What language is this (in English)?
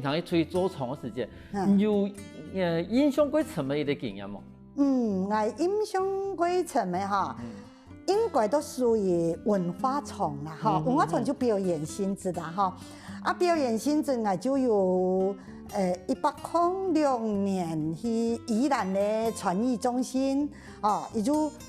Hakka Chinese